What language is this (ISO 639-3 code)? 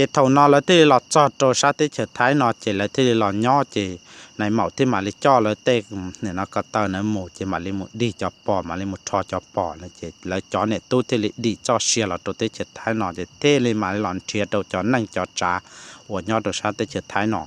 hmn